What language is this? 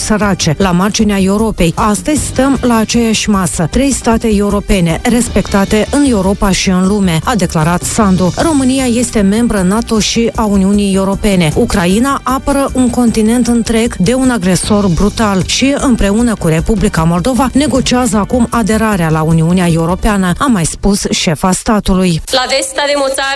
Romanian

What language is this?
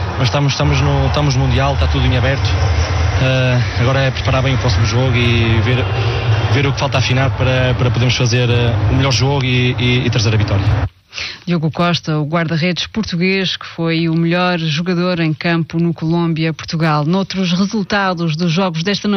Portuguese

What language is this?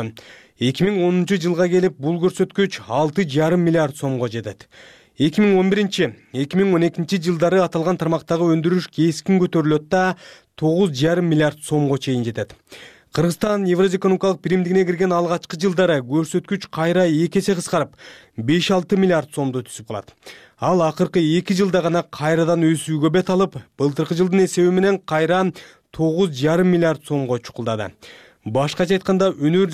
Kyrgyz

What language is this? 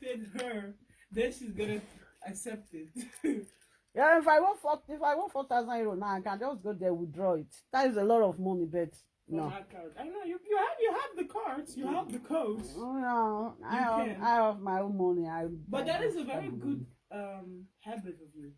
Nigerian Pidgin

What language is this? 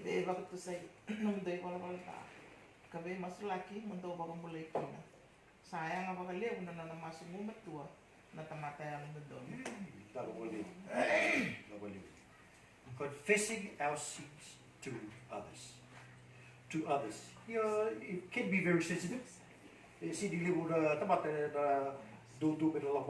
Fijian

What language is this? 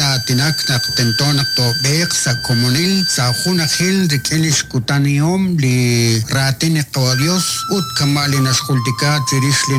Kekchí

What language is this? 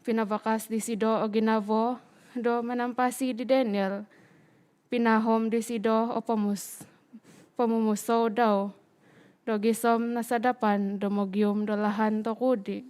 Central Dusun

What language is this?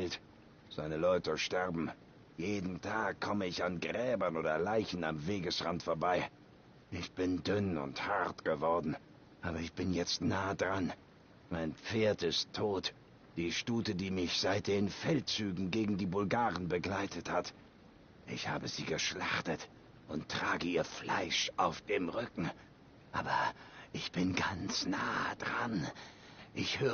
Swiss German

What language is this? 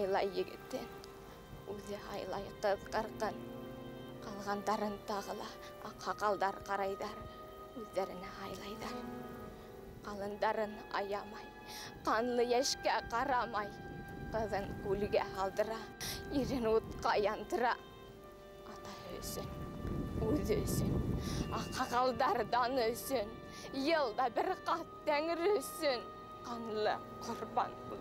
Bashkir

